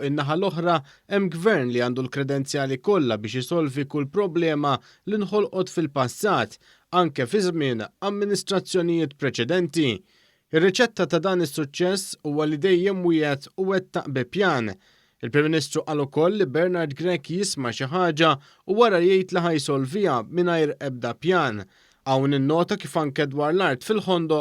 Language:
Maltese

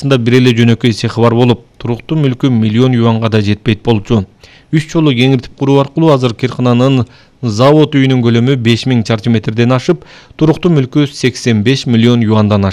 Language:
Kyrgyz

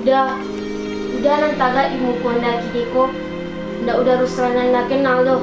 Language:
Minangkabau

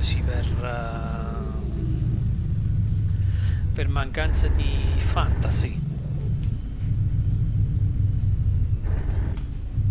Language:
Italian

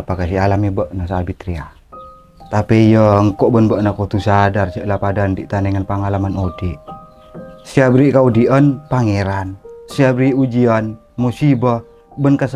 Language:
Madurese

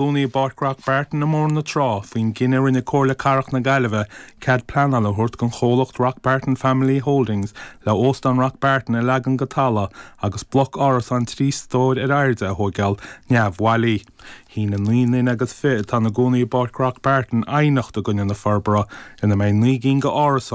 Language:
Irish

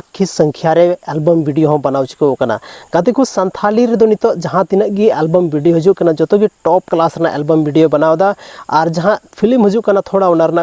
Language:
Santali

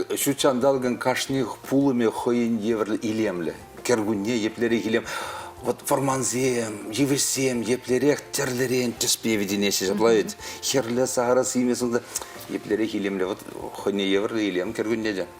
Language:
Chuvash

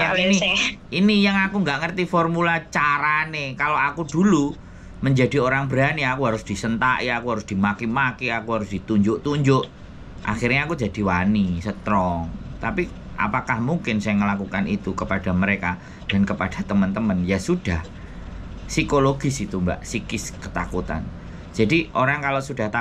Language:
Indonesian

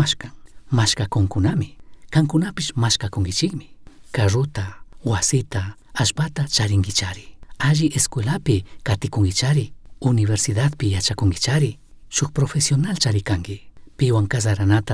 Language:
Chimborazo Highland Quichua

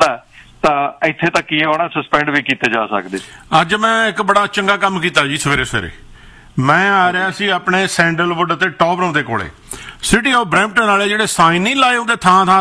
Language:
Punjabi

